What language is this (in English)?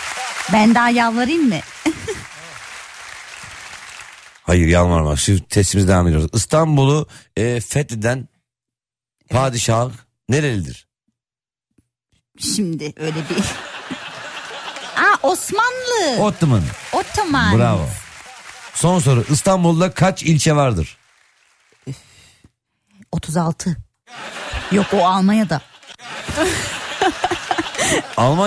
Turkish